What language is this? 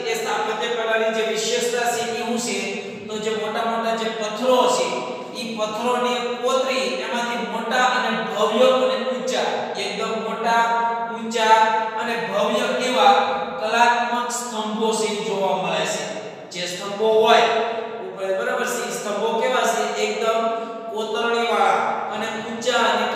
Gujarati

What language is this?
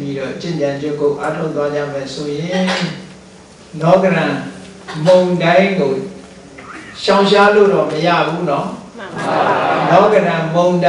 Burmese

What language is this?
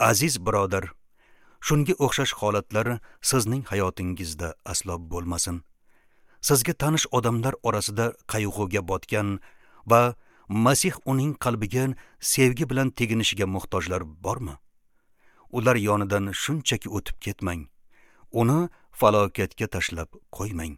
Uzbek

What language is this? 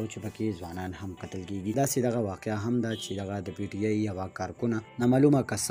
Pashto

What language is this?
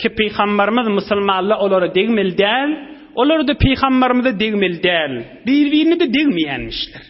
Turkmen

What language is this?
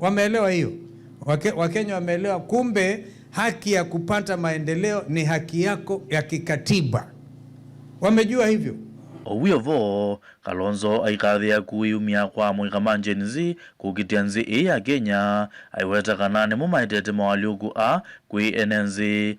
Kamba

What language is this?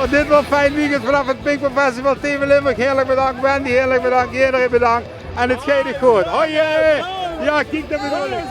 Limburgish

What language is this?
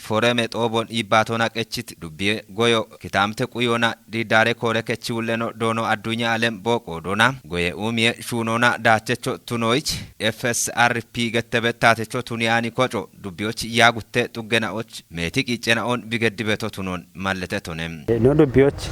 Kafa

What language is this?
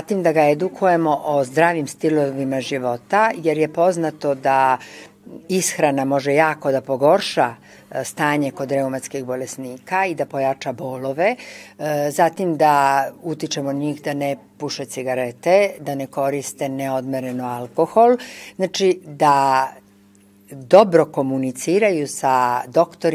Serbian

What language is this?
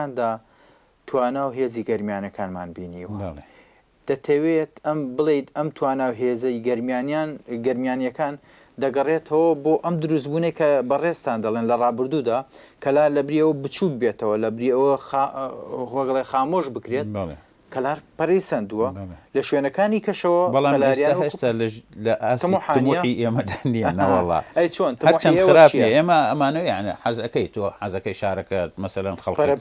Central Kurdish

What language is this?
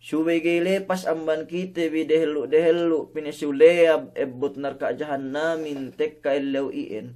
Yakan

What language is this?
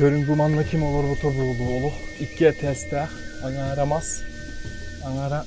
Yakut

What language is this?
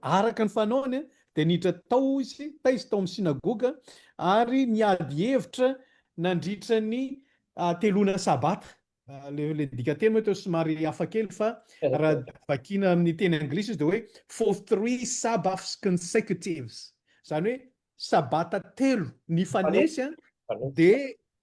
Malagasy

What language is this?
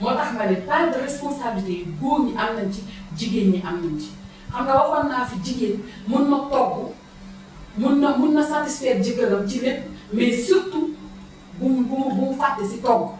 Wolof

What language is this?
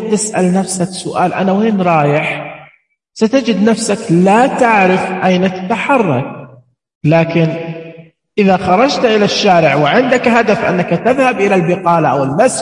Najdi Arabic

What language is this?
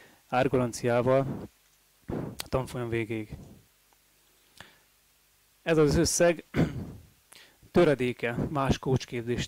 Hungarian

